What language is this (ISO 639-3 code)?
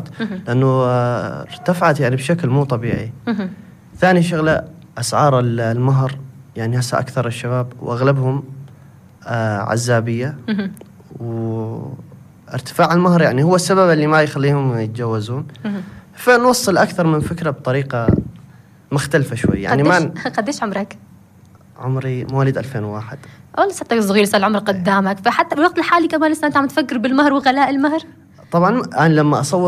apc